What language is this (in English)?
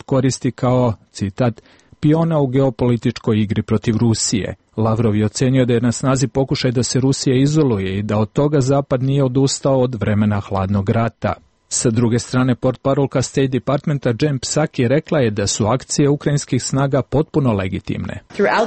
Serbian